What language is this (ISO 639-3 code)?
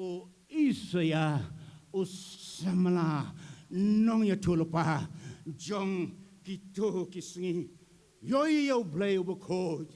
kha